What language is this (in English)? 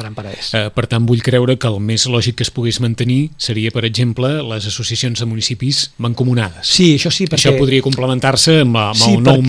Catalan